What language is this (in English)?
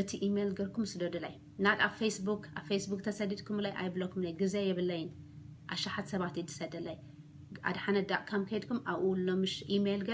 Tigrinya